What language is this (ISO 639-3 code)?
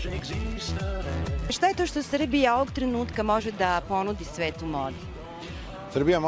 srp